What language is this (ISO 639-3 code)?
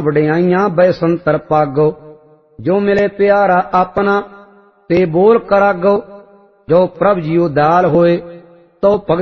pan